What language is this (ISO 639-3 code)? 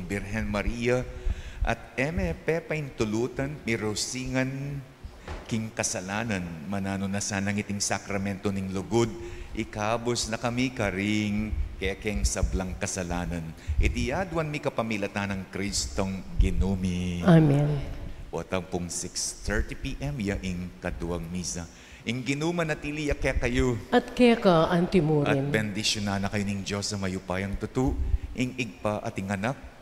pam